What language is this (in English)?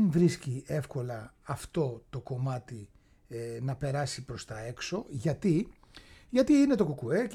Greek